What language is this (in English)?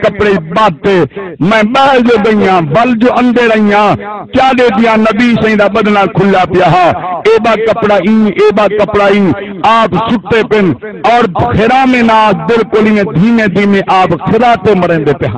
Saraiki